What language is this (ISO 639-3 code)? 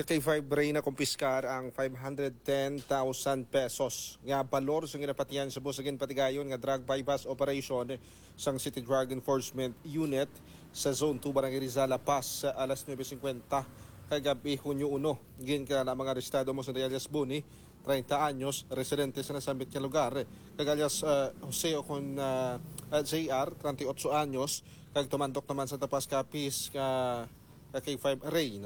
hil